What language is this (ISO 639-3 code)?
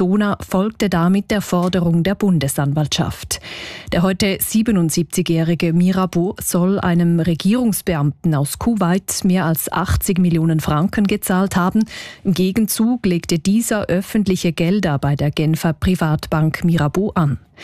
deu